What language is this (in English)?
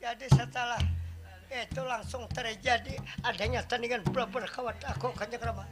Banjar